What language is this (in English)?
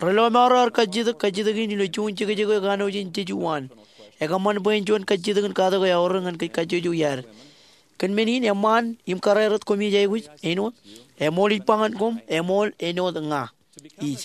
Marshallese